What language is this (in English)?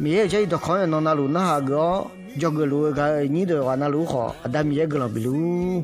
Akha